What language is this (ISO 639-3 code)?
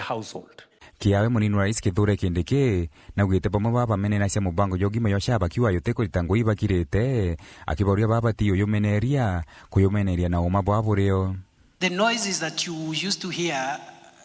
mer